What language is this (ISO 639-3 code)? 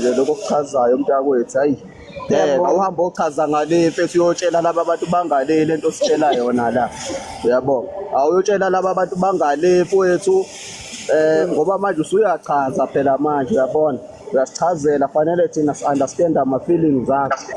zul